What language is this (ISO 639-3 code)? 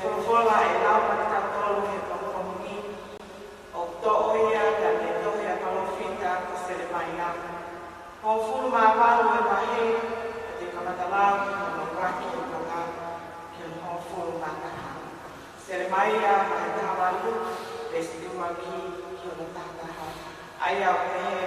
ton